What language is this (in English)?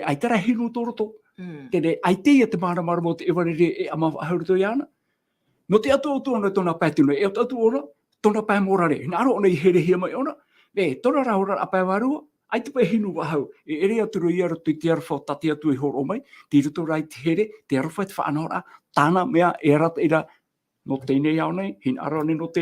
Tahitian